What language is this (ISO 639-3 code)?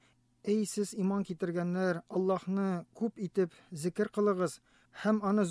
tat